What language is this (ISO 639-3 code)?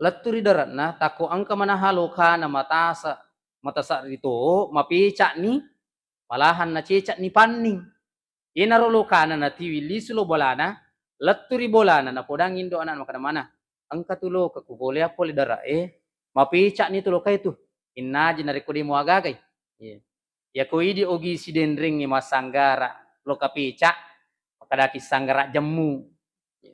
bug